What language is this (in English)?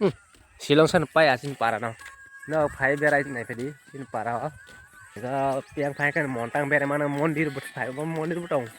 Kok Borok